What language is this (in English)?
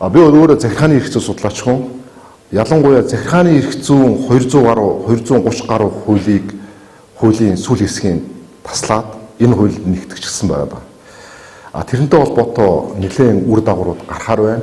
Mongolian